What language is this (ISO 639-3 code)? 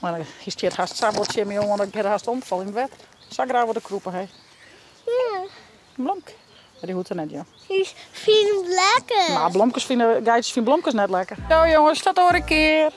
fry